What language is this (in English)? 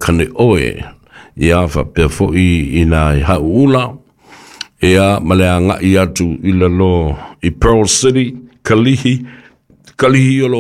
Samoan